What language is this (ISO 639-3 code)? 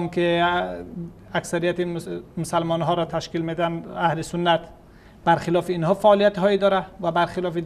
fas